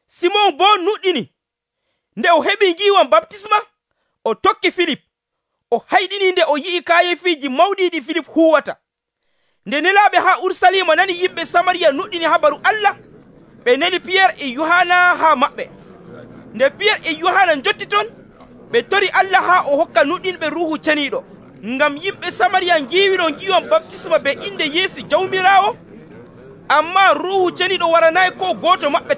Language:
Nigerian Fulfulde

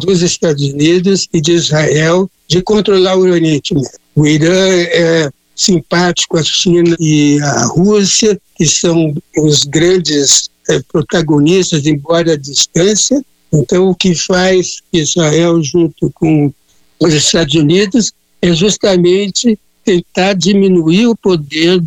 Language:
Portuguese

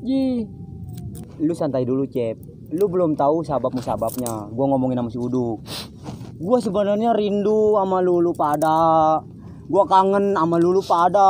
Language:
Betawi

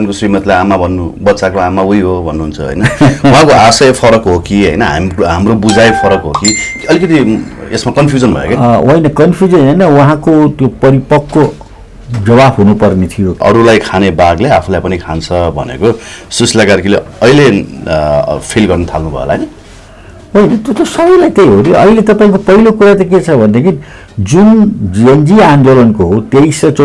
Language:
Nepali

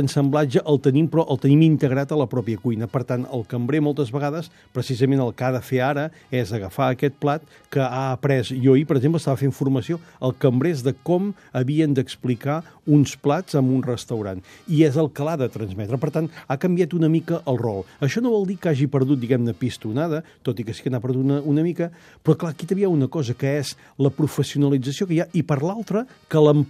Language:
Catalan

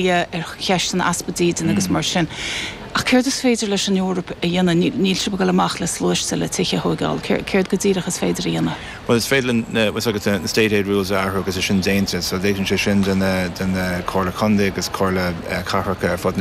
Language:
Irish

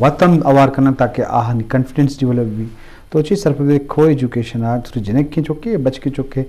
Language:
Eastern Balochi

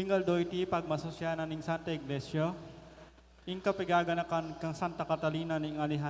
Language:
Pampanga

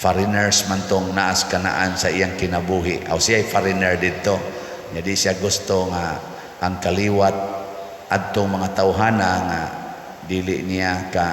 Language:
Cebuano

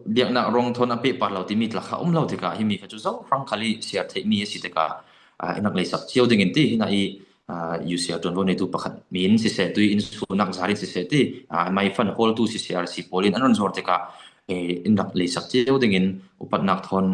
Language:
Falam Chin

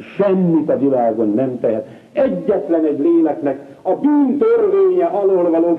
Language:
Hungarian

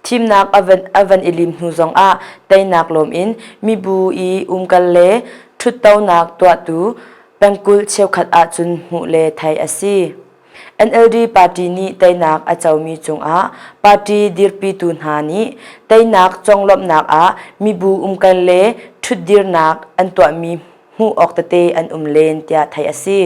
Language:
Hakha Chin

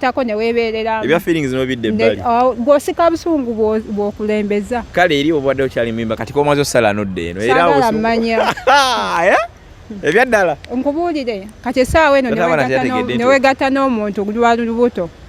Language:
Ganda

